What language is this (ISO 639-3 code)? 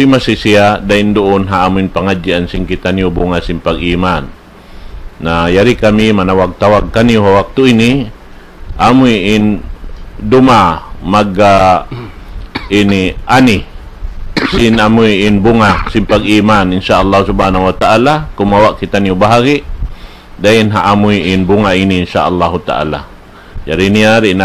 tsg